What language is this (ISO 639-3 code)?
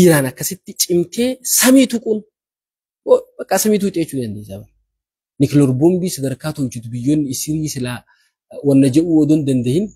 orm